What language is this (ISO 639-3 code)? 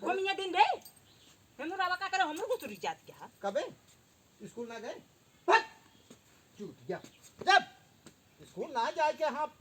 awa